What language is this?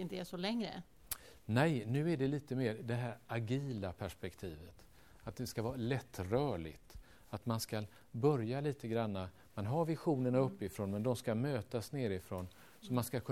Swedish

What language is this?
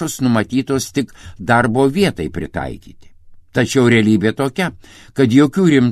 Lithuanian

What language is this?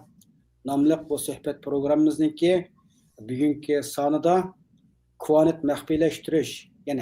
Uyghur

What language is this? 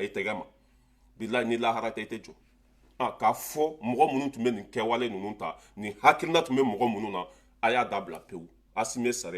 Bambara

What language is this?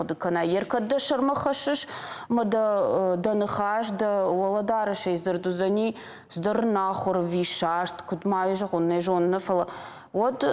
Ossetic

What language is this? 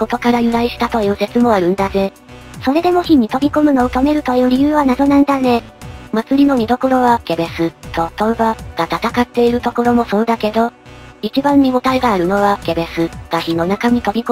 Japanese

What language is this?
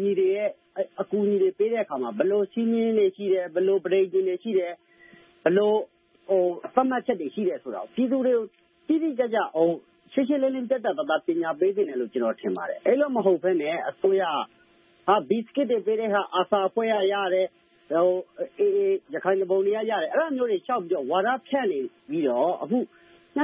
Burmese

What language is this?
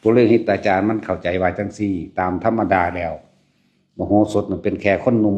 Lao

